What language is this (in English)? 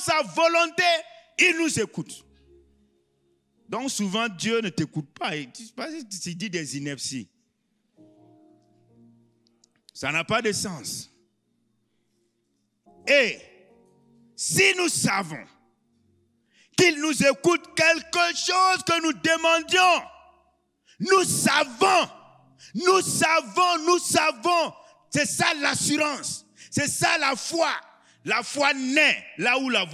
French